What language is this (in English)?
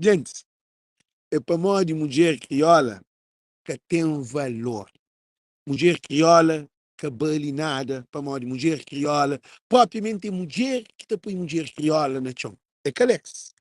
Kabuverdianu